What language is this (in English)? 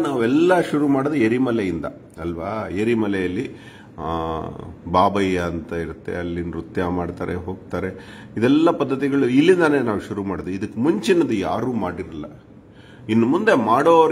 Kannada